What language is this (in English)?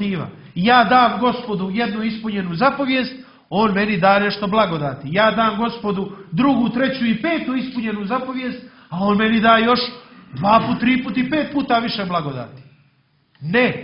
Croatian